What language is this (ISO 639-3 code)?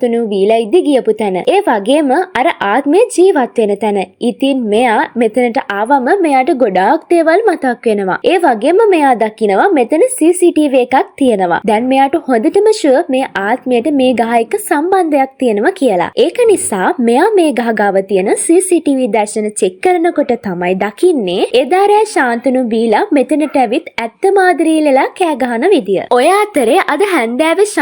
sin